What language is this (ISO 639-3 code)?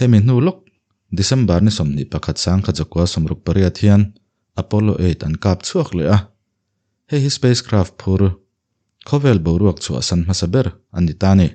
lus